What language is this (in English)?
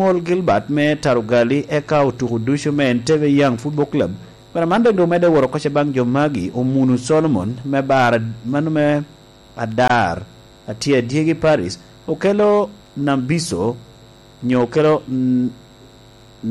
Lango (Uganda)